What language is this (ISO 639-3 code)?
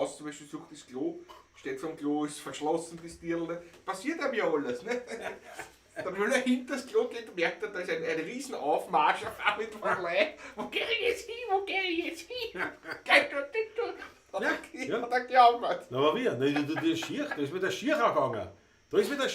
bar